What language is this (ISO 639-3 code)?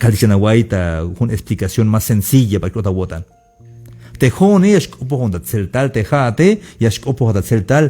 tzh